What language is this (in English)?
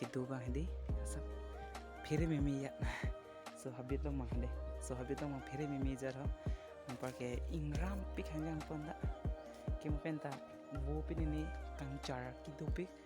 Karbi